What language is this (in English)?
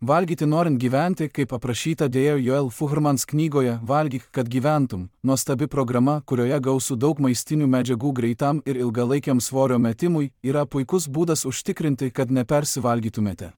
Lithuanian